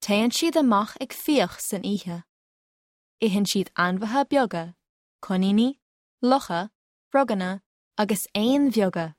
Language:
Irish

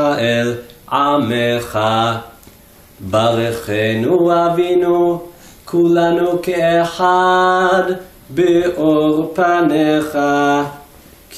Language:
Hebrew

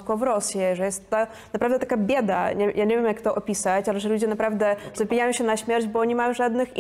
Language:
Polish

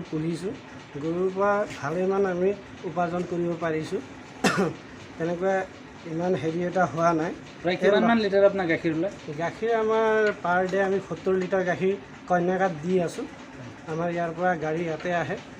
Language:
Assamese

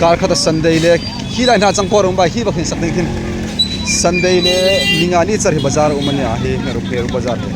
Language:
Hmar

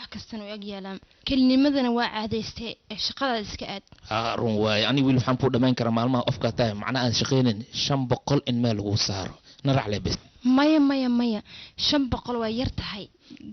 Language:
Somali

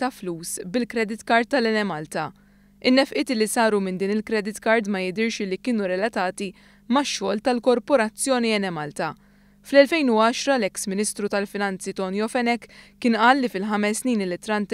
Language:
Maltese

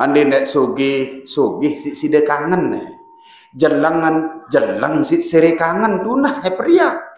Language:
Sasak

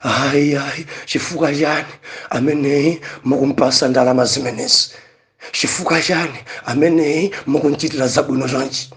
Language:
Nyanja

